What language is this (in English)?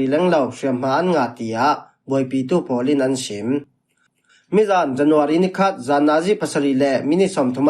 Falam Chin